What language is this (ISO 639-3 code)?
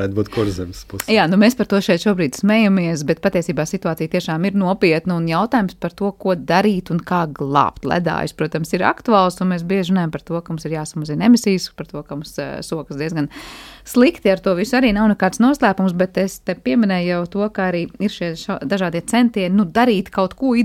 lav